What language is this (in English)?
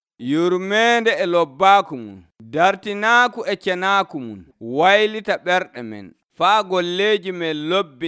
Nigerian Fulfulde